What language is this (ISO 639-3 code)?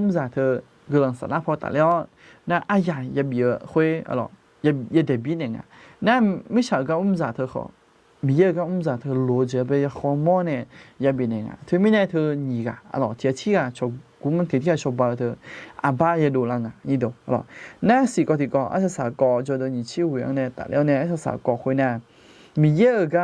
ahk